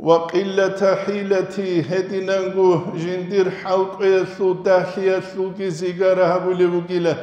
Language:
Avaric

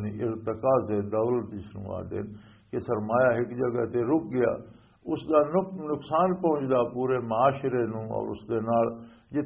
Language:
Western Panjabi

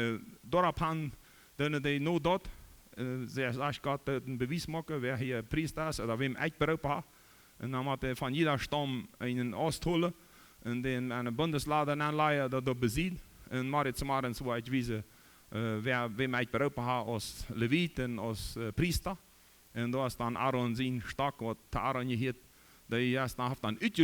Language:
Plautdietsch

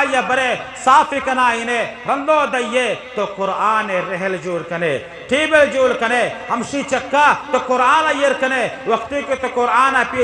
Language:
Eastern Balochi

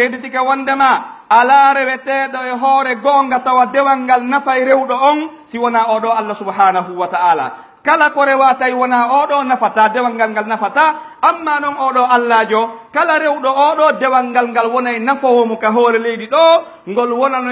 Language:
Pular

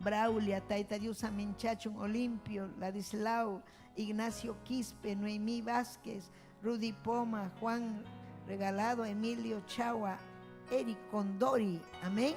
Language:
Ayacucho Quechua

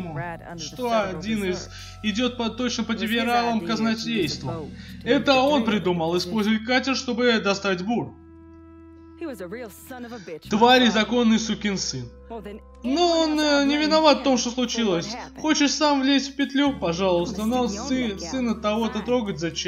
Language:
Russian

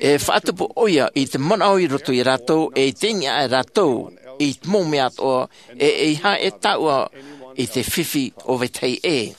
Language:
Tahitian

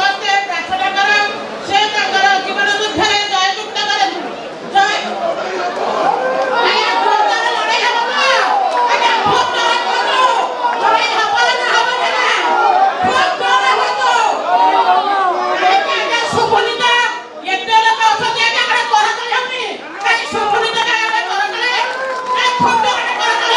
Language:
Odia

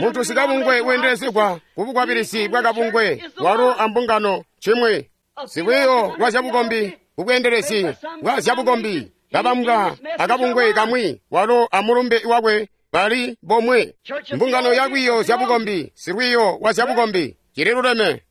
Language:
Tonga (Zambia)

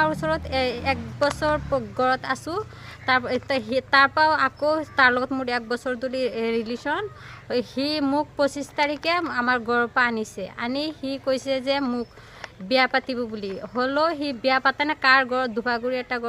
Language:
Assamese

